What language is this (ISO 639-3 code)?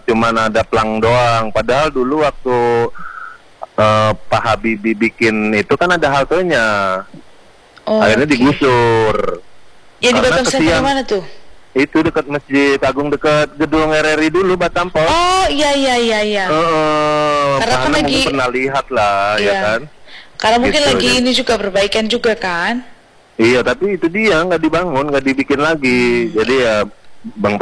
ind